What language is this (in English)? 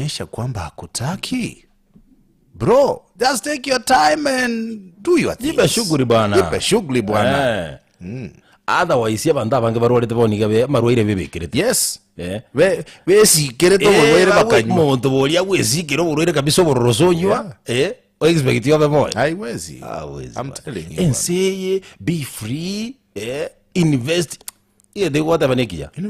Gusii